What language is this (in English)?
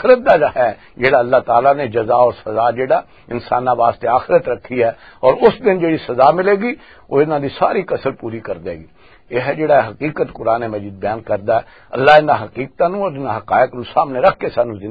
Western Panjabi